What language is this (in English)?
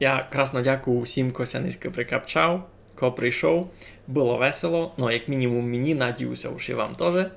Rusyn